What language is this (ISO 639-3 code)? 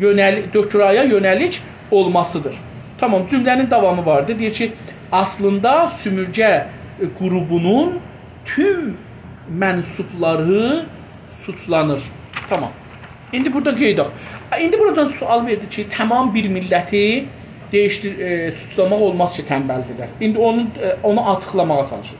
azb